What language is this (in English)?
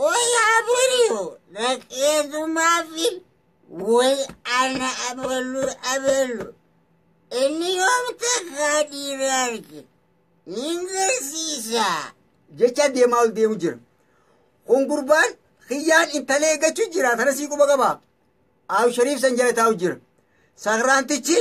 Oromo